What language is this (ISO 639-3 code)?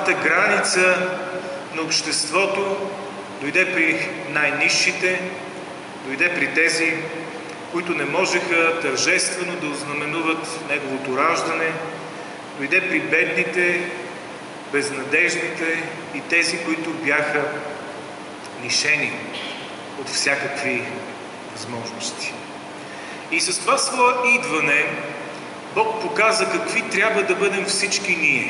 bul